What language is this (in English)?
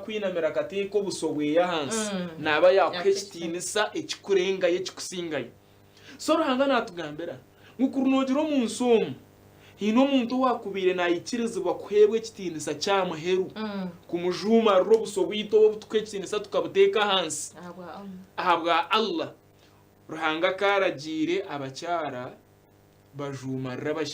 Nyankole